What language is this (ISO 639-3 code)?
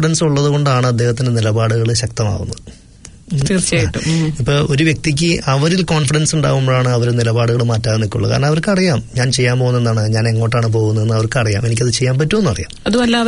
mal